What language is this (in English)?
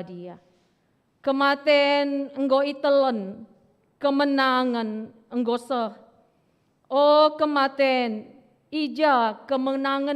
Batak Karo